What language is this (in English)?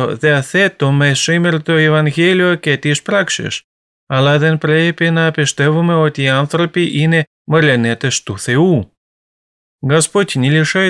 Greek